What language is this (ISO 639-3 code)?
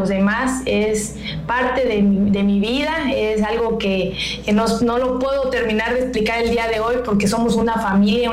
spa